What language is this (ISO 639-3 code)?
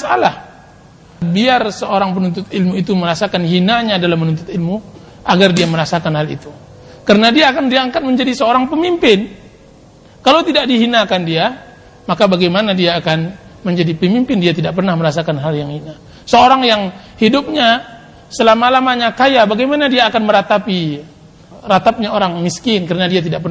ind